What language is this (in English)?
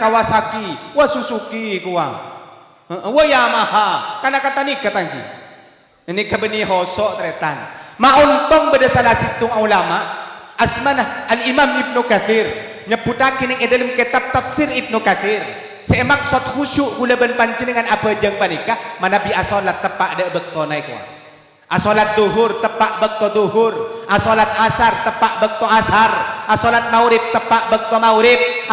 Madurese